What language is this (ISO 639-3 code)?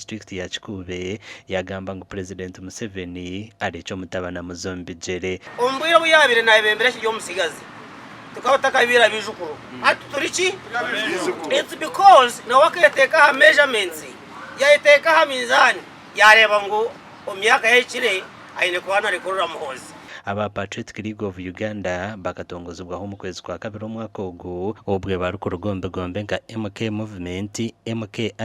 nyn